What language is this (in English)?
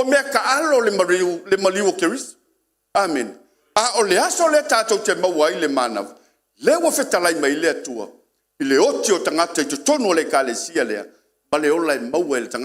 Samoan